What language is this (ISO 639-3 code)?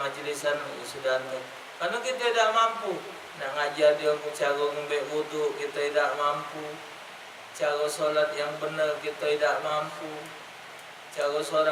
mui